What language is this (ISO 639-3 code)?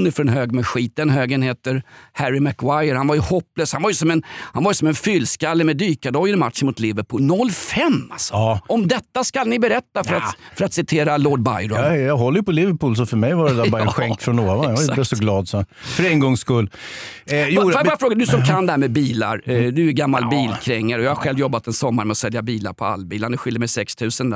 swe